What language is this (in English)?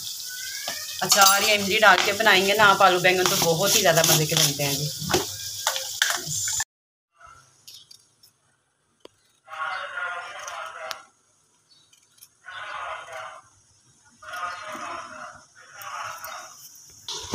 Hindi